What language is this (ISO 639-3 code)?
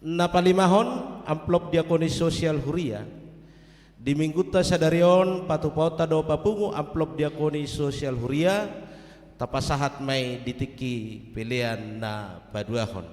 bbc